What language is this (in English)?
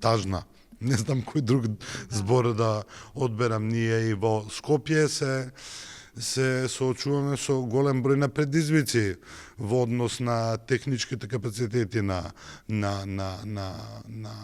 Macedonian